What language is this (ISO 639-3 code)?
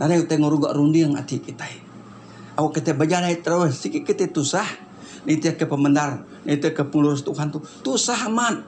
iba